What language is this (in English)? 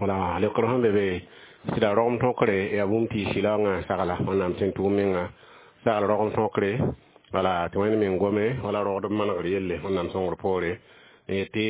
Mossi